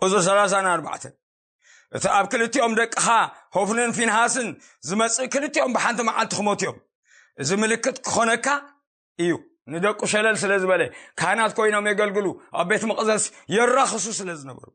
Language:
Tigrinya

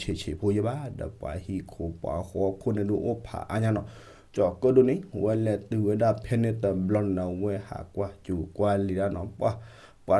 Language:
S'gaw Karen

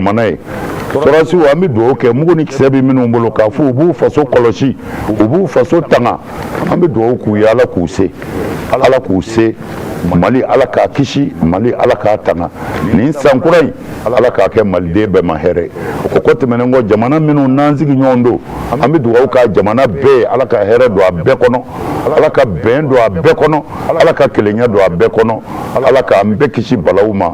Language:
Bambara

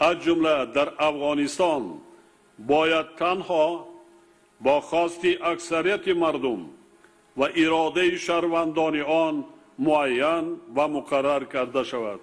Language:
Tajik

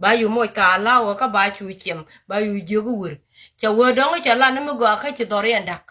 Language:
Nuer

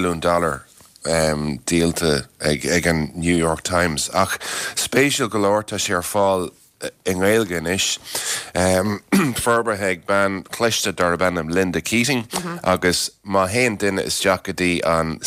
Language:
Irish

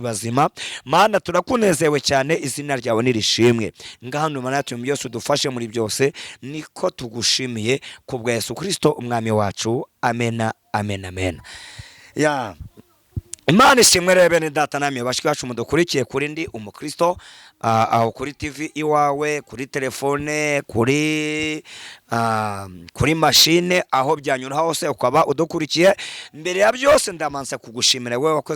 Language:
Kinyarwanda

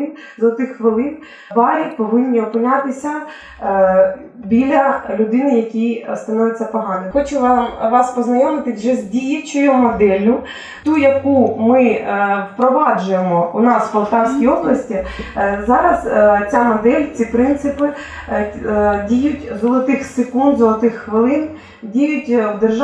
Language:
Ukrainian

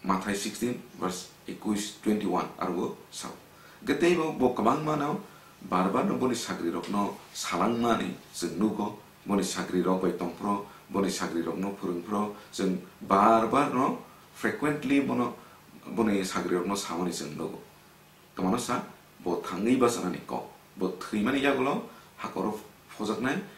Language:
Kok Borok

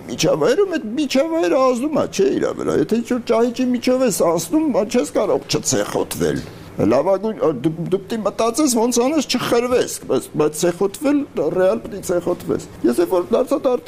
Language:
Armenian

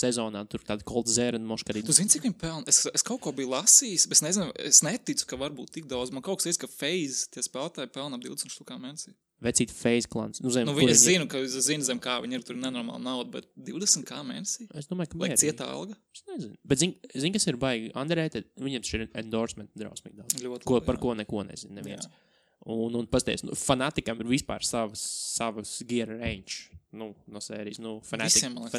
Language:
Latvian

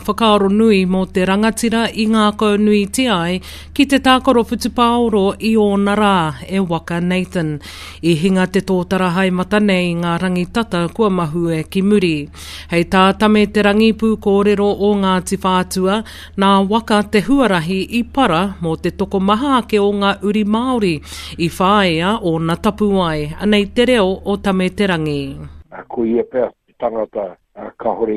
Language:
Māori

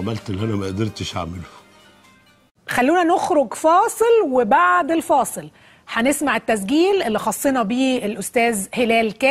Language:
Egyptian Arabic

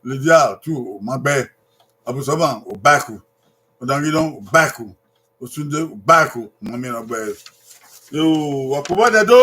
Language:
Bini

